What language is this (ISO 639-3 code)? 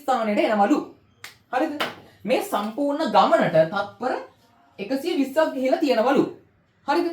sin